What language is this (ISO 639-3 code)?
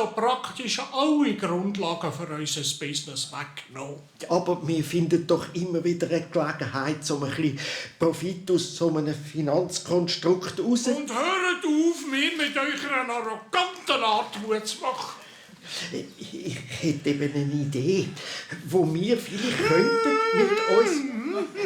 gsw